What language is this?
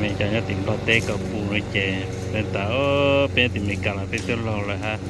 Hmong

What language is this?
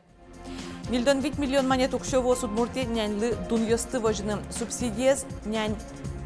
Udmurt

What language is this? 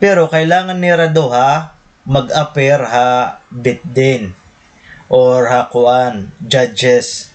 Waray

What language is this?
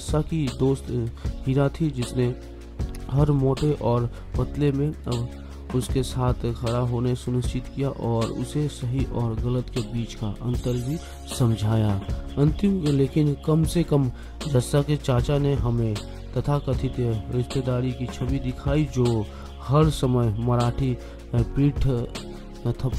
Hindi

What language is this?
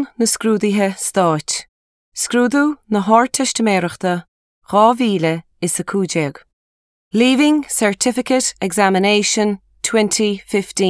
Irish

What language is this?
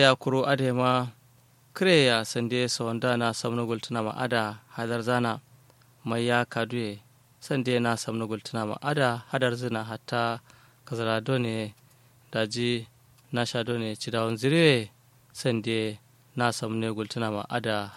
Kanuri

